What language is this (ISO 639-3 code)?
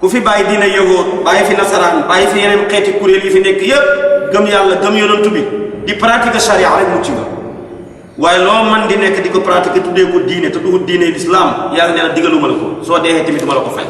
wol